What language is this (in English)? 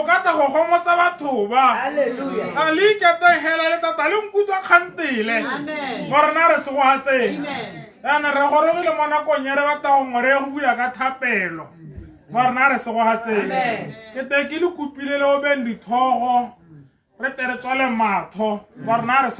Tswana